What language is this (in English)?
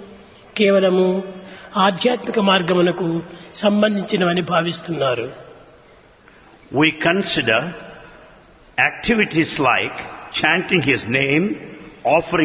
Telugu